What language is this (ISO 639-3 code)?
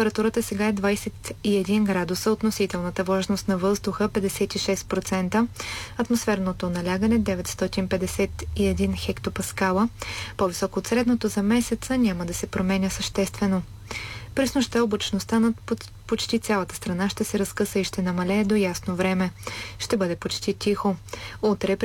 bul